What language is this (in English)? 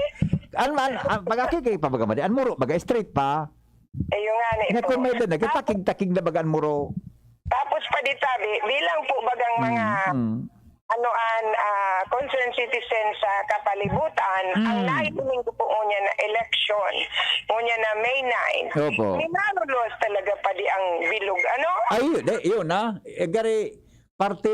Bikol